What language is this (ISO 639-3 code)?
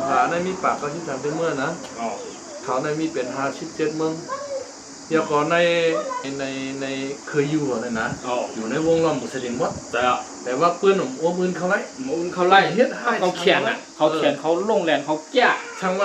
shn